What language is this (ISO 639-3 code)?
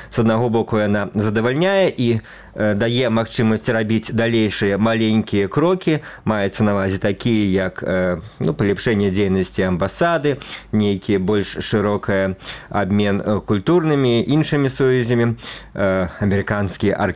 bel